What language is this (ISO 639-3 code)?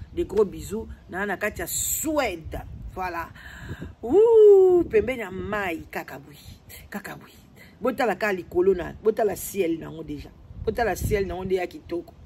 lin